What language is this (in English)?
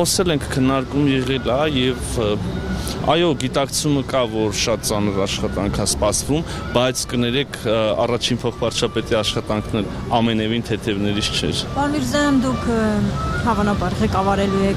Armenian